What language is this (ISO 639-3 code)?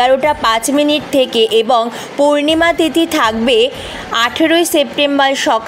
ben